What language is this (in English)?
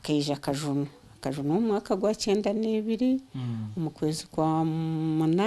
Nyankole